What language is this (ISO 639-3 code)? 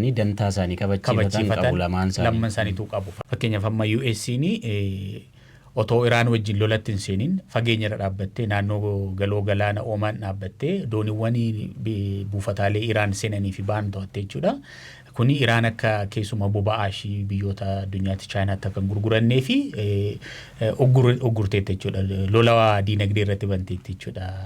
orm